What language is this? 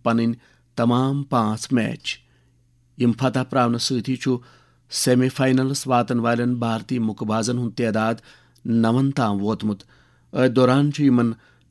Kashmiri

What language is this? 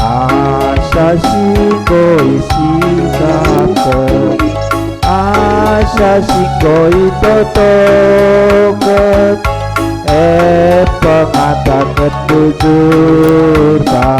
Batak Karo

